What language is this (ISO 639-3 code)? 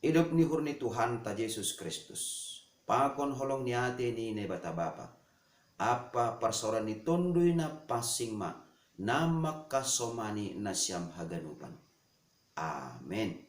bts